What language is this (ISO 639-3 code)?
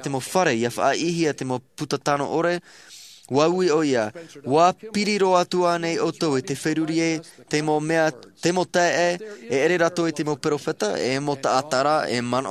tah